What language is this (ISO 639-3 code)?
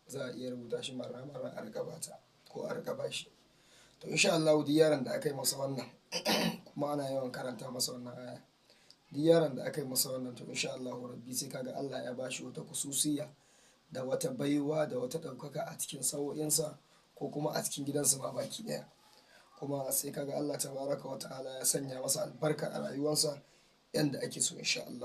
hau